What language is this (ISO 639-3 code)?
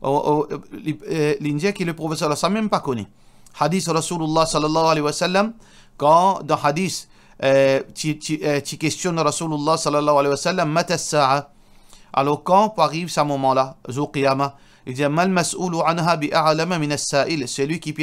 mfe